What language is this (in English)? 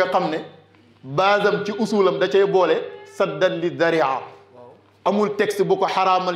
Wolof